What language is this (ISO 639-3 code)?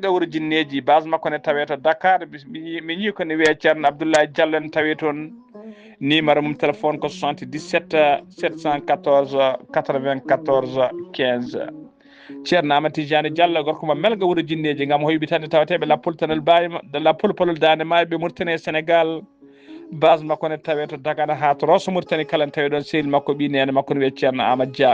ful